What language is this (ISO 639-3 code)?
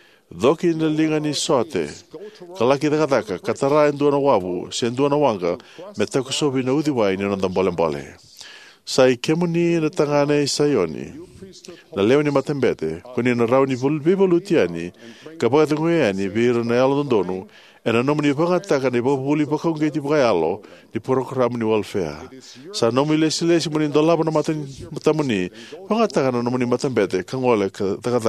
fij